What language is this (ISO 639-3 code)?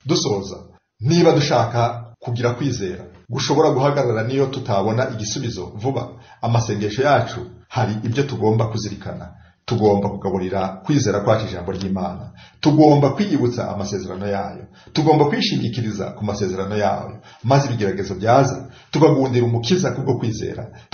kin